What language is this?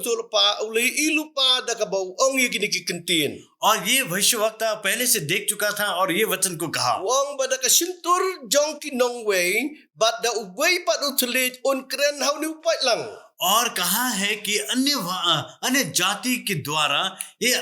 Khasi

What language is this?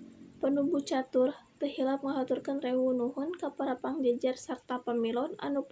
Sundanese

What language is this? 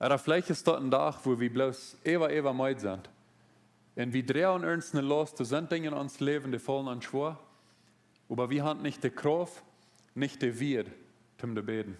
Plautdietsch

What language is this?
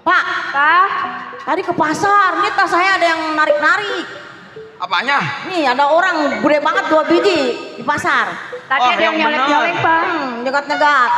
Betawi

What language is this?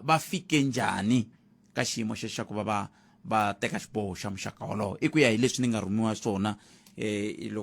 Tsonga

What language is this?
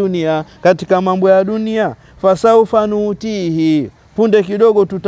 Swahili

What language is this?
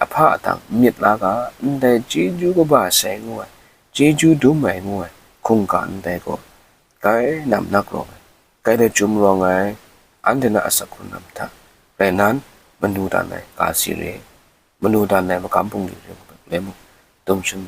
Kachin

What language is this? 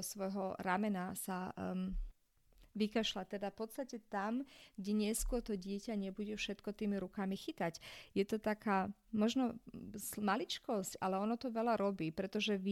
Slovak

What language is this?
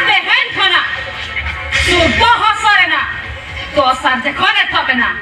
Santali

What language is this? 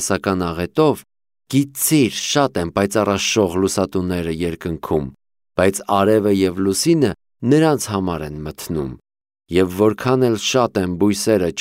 Armenian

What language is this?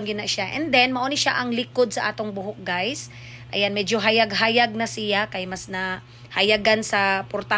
Cebuano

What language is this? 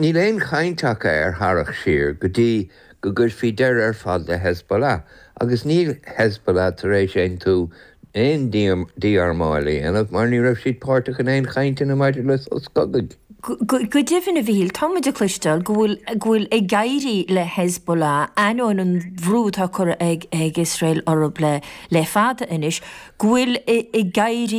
Irish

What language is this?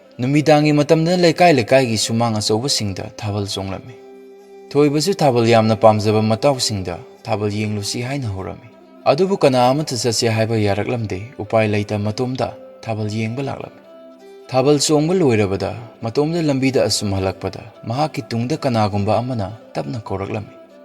Manipuri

